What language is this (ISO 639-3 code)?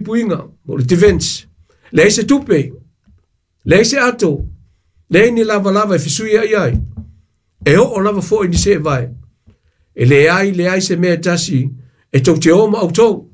smo